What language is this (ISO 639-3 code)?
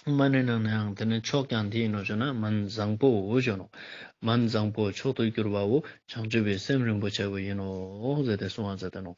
lbj